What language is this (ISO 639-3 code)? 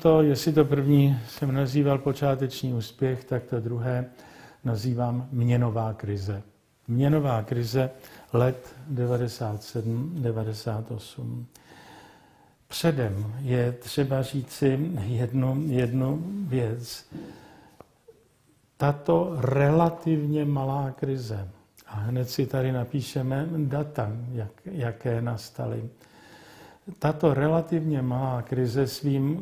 ces